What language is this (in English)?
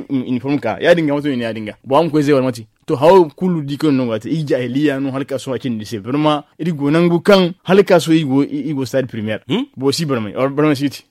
Zarma